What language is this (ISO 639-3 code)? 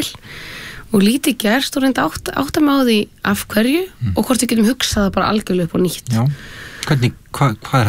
isl